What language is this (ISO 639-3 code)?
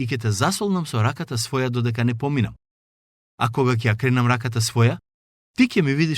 mkd